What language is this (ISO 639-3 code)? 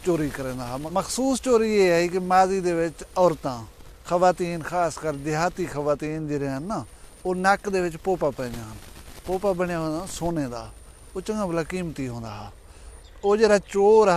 skr